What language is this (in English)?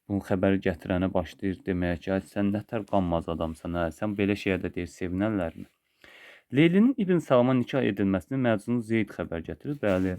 Azerbaijani